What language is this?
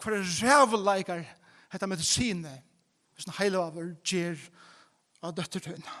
Faroese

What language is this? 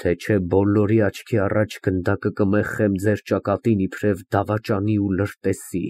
Armenian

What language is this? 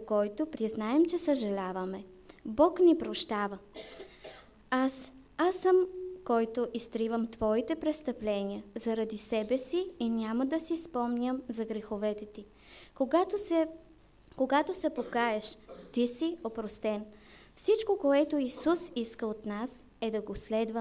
Bulgarian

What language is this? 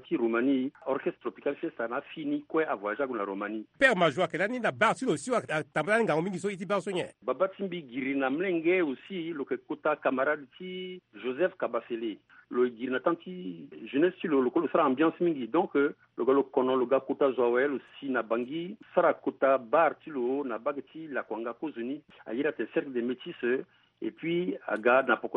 Sango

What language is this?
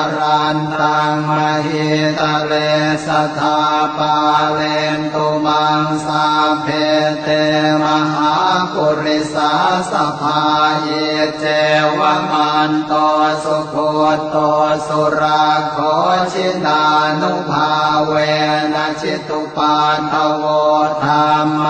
Pali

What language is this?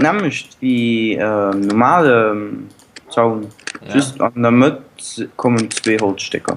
Luxembourgish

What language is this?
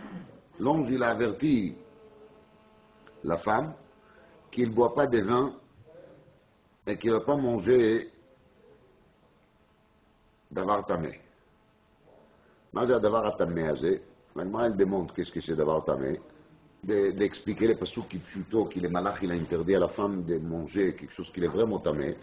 French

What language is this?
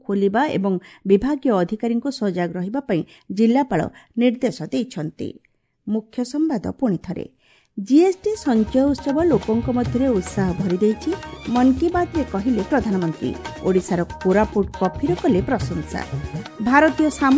Odia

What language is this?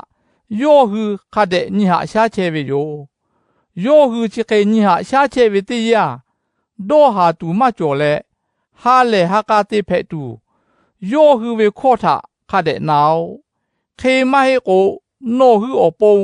Lahu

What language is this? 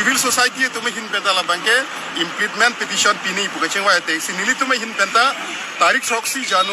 Karbi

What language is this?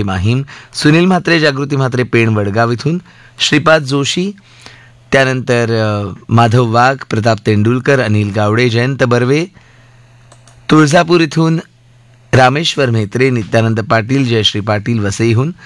Marathi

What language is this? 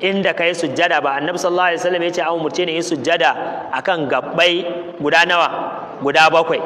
Hausa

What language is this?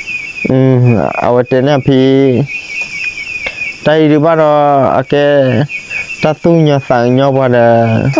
S'gaw Karen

